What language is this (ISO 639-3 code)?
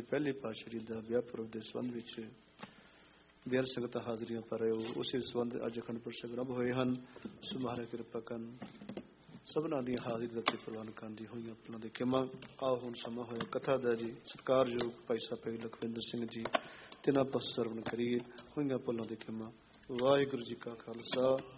pan